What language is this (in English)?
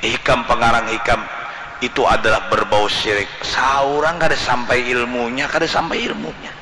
Banjar